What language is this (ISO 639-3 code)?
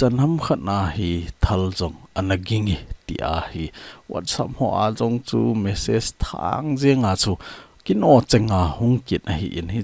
tcz